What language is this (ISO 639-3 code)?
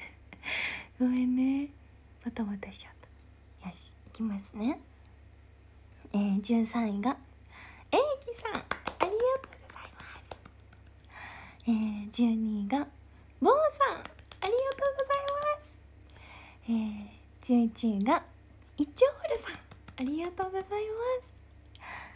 jpn